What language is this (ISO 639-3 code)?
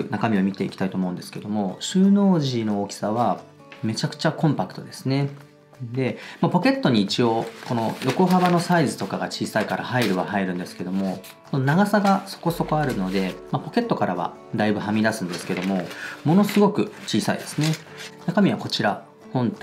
jpn